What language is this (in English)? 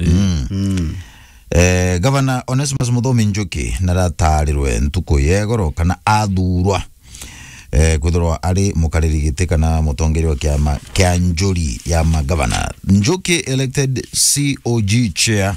Meru